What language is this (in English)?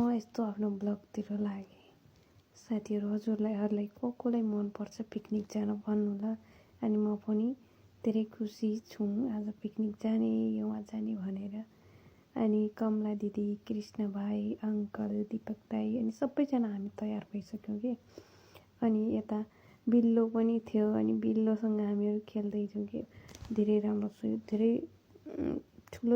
Nepali